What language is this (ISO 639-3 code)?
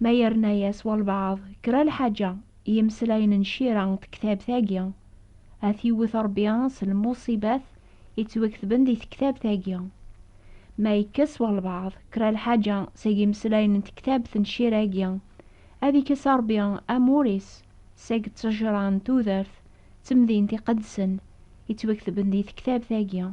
kab